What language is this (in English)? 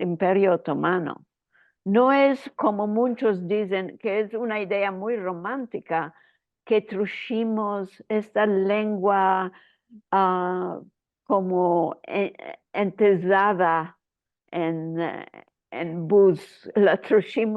Ladino